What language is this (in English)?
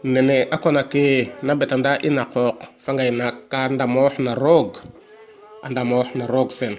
Serer